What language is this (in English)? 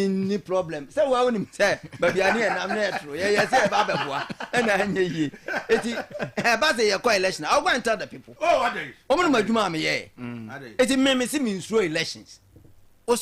Akan